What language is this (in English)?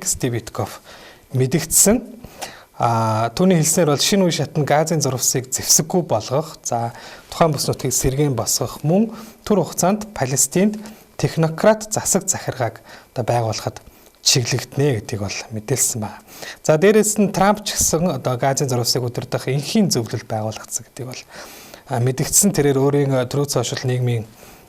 Mongolian